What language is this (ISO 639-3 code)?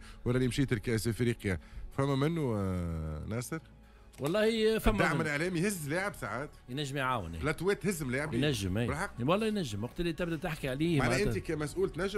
aeb